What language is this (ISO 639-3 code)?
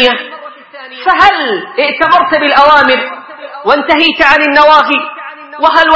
ara